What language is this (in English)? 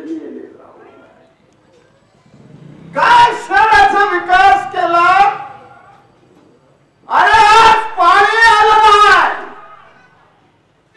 Marathi